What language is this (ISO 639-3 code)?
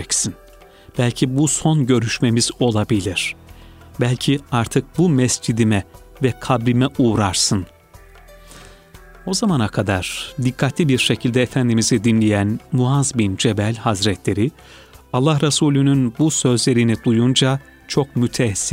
tur